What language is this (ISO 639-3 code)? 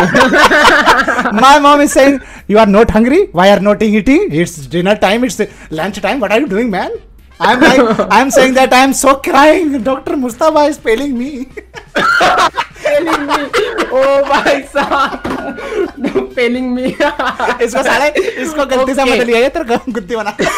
hin